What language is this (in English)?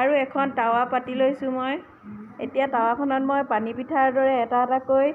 Assamese